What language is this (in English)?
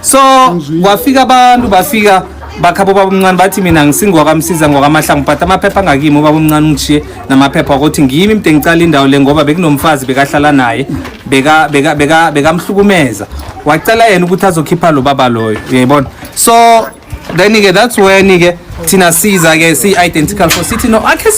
Zulu